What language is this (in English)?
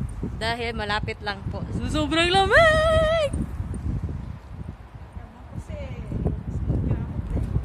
Filipino